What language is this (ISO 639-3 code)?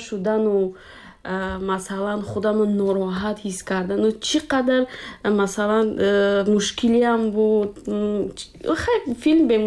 tgk